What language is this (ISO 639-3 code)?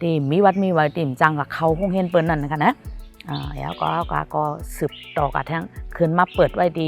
shn